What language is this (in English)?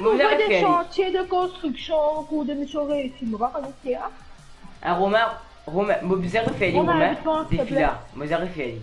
Morisyen